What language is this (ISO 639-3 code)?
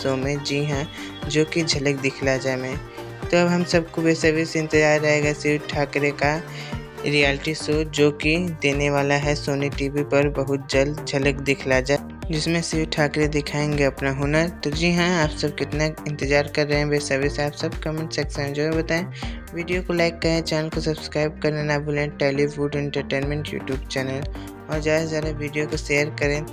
hin